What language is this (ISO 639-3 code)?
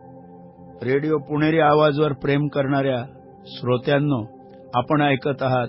mar